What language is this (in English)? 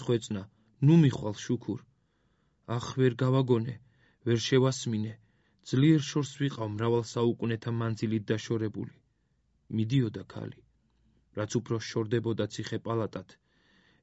Georgian